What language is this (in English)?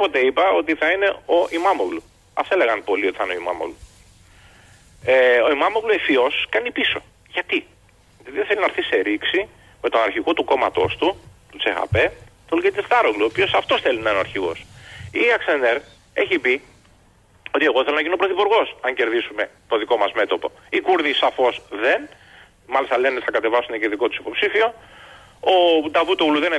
Greek